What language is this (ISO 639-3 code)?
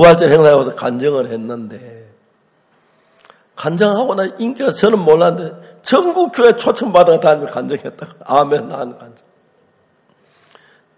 kor